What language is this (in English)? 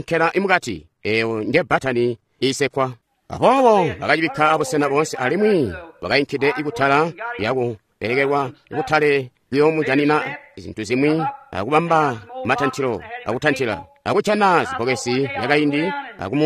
Tonga (Zambia)